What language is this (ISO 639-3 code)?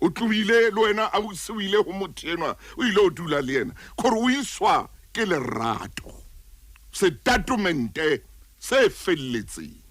sot